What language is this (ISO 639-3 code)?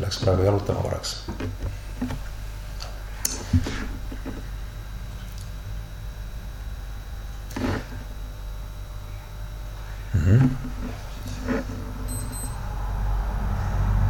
est